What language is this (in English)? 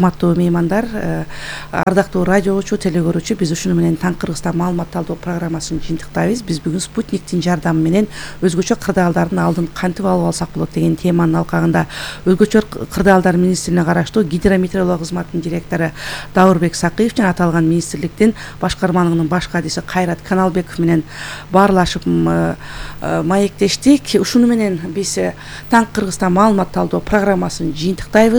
Kyrgyz